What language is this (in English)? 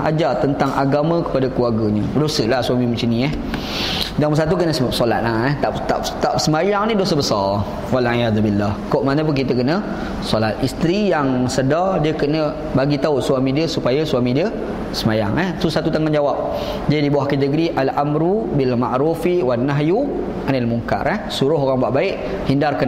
Malay